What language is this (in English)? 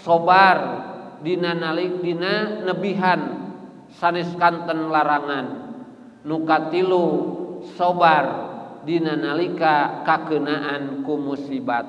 Sundanese